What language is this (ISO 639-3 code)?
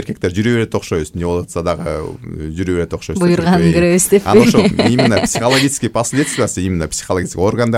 kir